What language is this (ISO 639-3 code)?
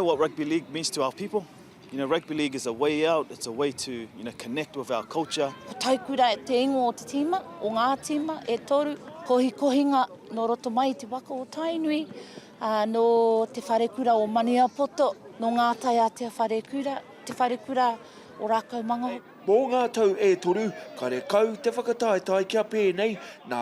mri